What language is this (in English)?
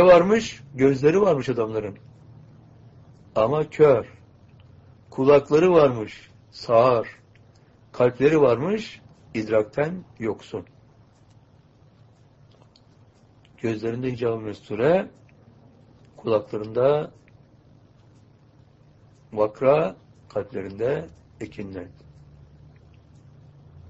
Turkish